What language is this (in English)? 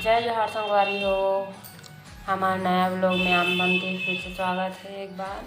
Chhattisgarhi